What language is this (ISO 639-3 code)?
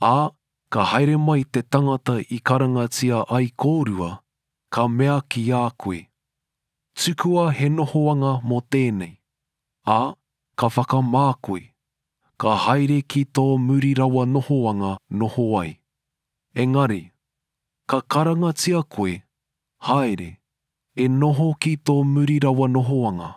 mri